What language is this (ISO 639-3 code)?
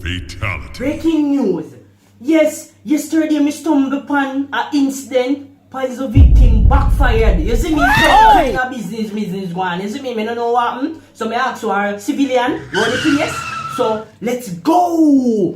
jam